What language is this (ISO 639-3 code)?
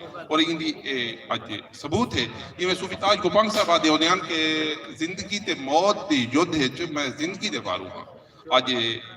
skr